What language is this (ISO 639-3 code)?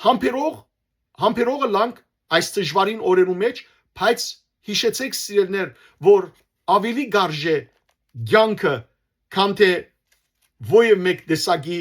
hyw